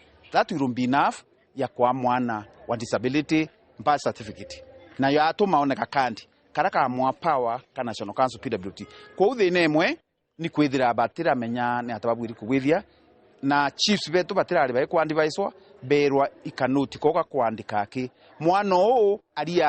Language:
Meru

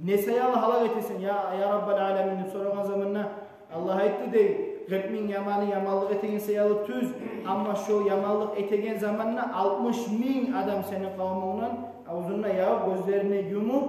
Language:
Kumyk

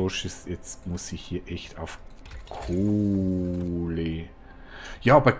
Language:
Swiss German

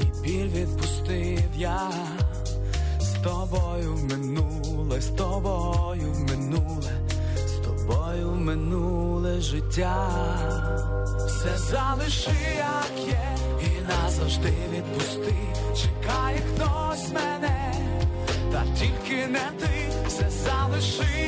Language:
Ukrainian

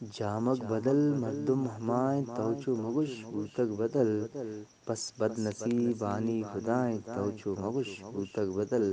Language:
Eastern Balochi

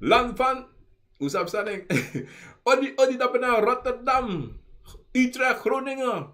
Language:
Sranan Tongo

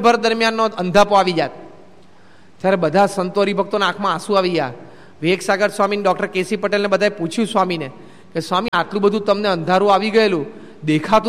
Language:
Gujarati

